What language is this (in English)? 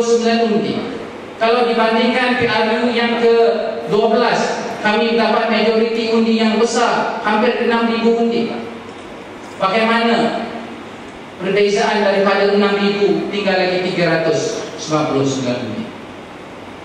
Malay